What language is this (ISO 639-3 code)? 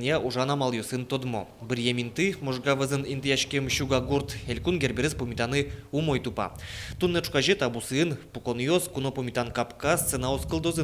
udm